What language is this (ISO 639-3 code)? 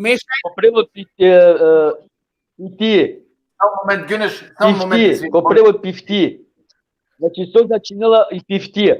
rmn